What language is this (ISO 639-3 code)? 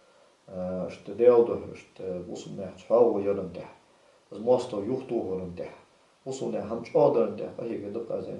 inh